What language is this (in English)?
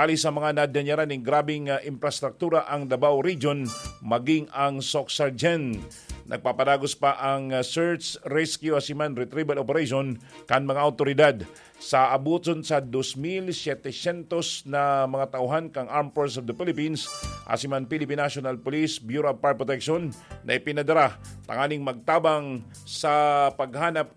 Bikol